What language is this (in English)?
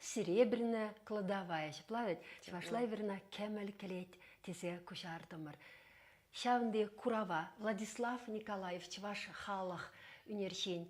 Chuvash